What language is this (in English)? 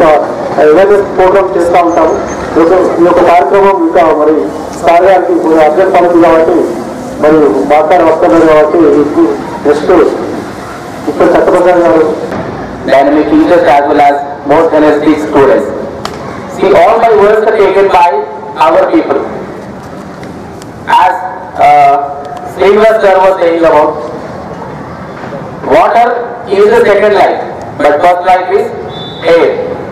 Telugu